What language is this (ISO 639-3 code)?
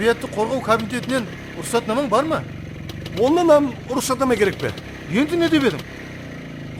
kaa